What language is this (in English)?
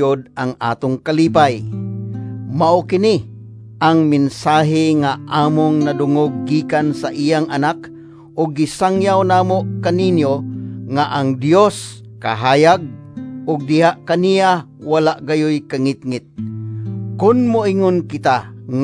Cebuano